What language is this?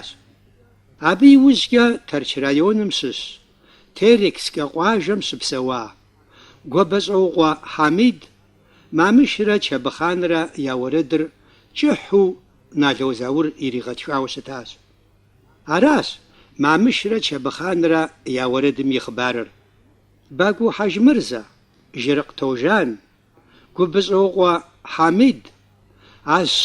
Kabardian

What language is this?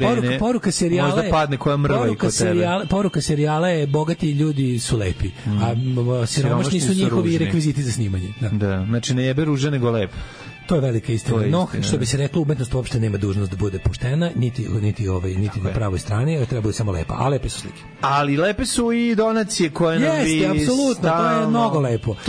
Serbian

